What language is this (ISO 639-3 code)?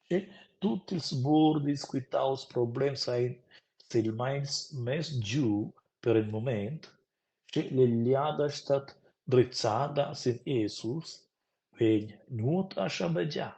roh